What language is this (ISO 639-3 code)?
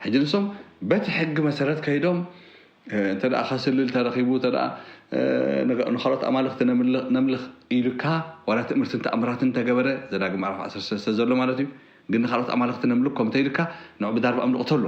tir